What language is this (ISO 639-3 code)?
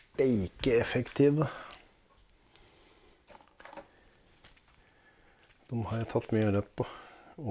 nor